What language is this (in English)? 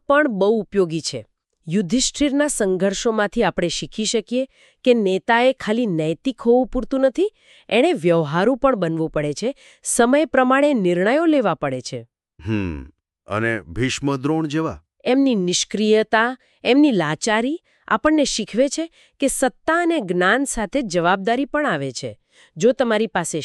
Gujarati